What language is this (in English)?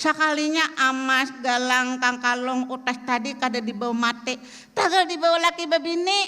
Banjar